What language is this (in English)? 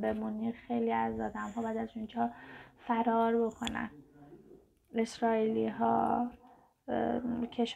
Persian